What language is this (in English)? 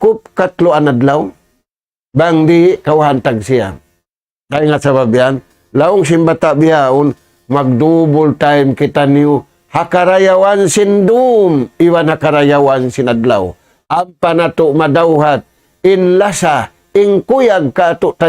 Tausug